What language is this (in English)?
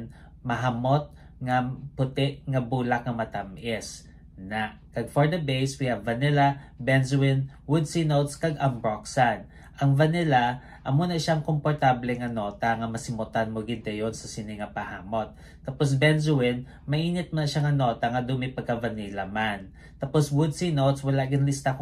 Hiligaynon